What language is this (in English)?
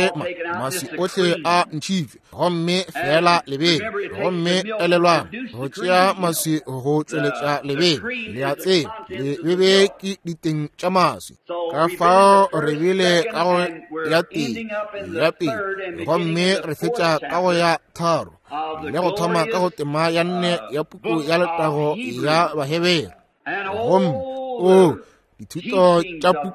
Northern Sotho